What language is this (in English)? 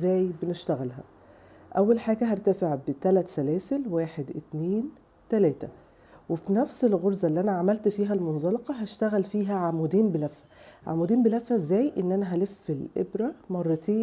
Egyptian Arabic